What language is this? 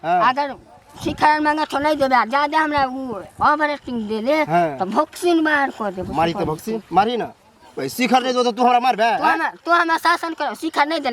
Maithili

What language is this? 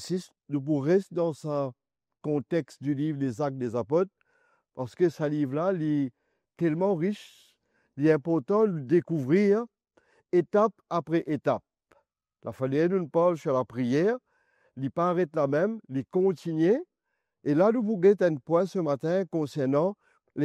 Morisyen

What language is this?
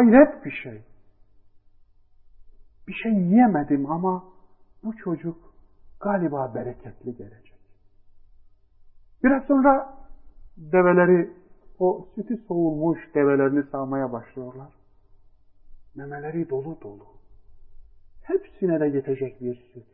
Turkish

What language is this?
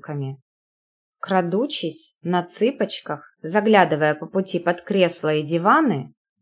Russian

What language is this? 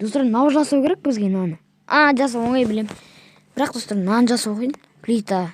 Kazakh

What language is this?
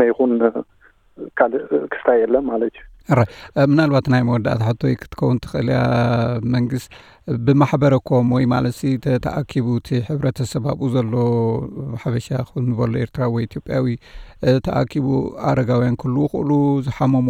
Tigrinya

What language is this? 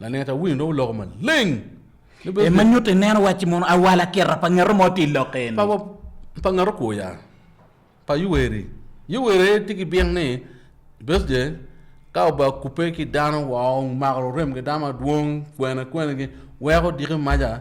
Acoli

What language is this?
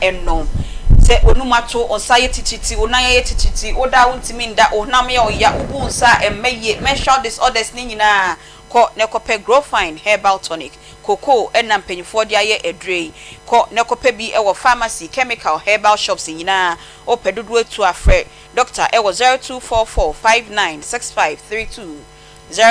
Akan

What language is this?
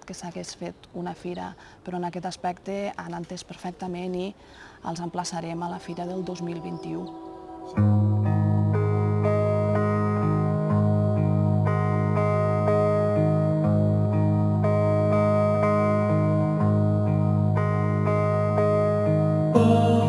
Catalan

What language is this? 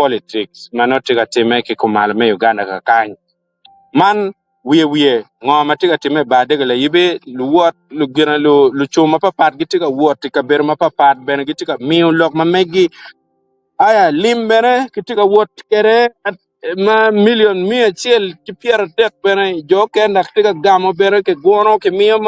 Acoli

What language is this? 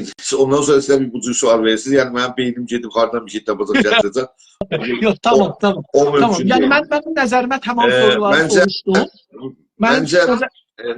South Azerbaijani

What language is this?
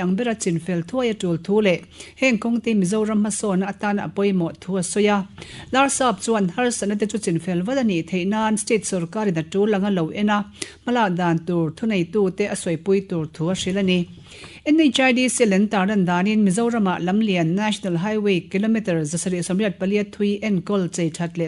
Mizo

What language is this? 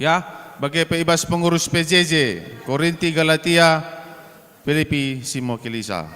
Batak Karo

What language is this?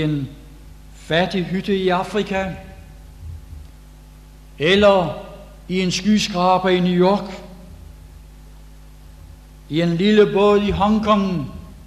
Danish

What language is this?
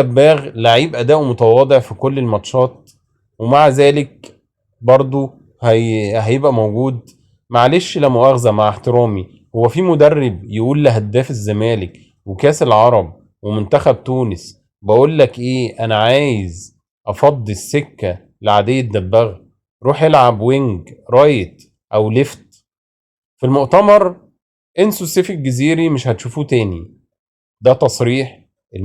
Egyptian Arabic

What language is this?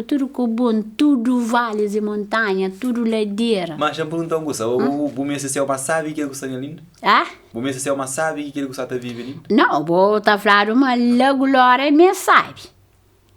Kabuverdianu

